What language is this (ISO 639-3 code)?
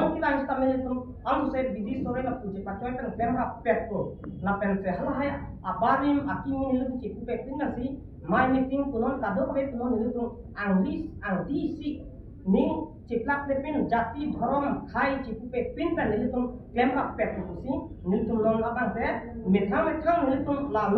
mjw